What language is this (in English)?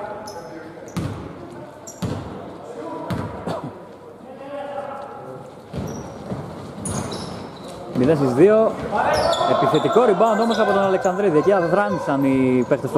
Greek